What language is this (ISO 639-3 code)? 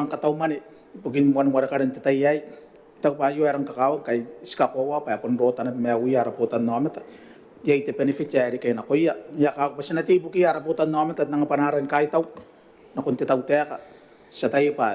gil